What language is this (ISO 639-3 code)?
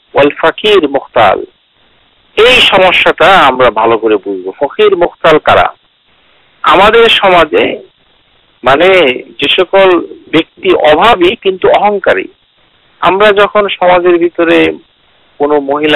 ben